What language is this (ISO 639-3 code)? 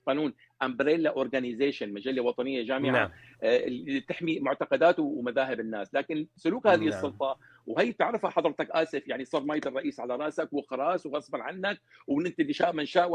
apc